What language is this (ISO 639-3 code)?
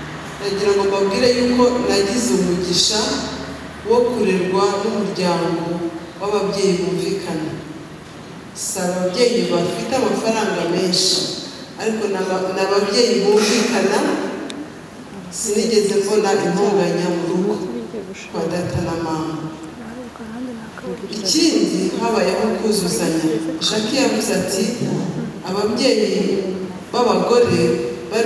kin